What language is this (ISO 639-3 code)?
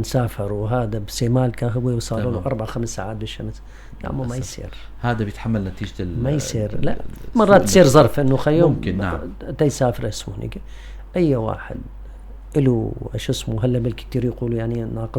apc